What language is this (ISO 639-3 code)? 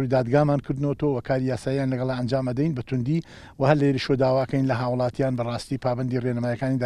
ckb